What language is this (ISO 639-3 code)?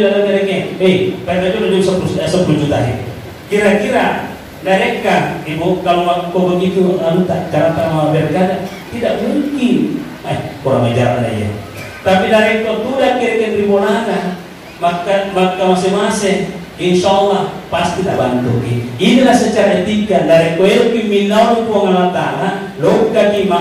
bug